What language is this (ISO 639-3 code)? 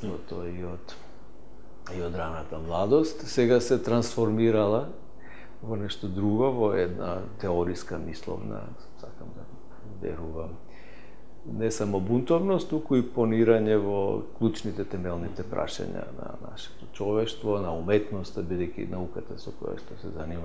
mkd